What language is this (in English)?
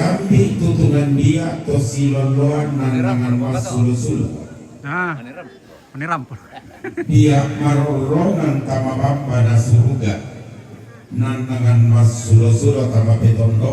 Toraja-Sa'dan